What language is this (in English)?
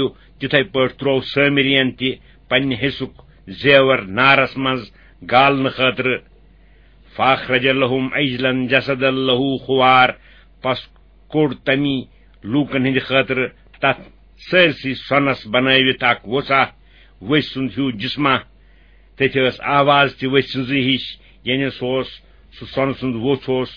Kashmiri